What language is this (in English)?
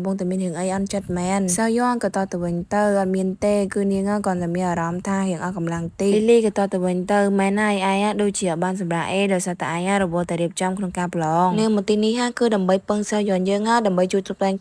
Khmer